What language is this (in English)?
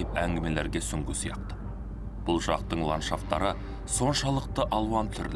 Kazakh